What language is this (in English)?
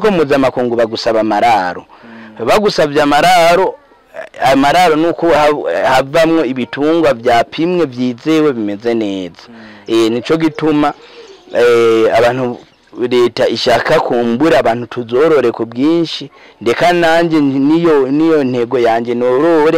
Rundi